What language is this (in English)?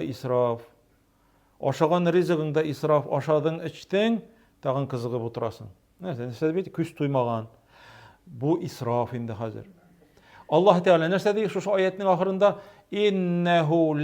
Tatar